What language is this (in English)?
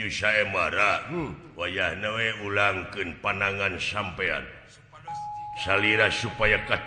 Sundanese